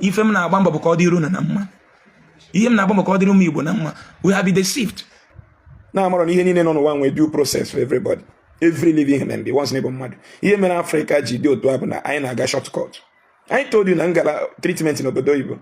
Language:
Igbo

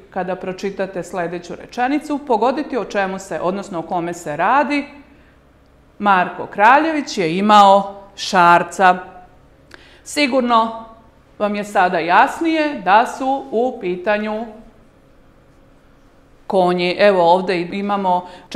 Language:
Serbian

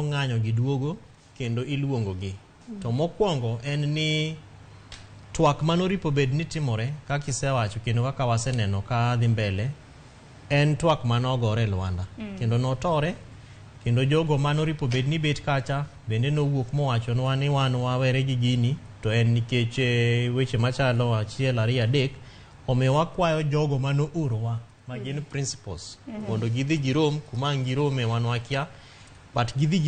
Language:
Luo (Kenya and Tanzania)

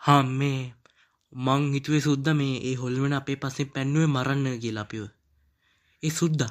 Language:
Sinhala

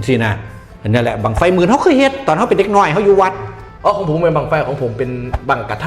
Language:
Northeastern Thai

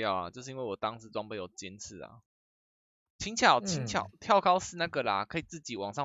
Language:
Chinese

